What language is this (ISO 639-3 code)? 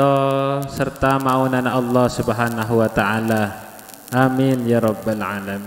mad